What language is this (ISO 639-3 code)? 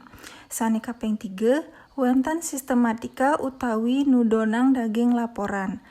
ban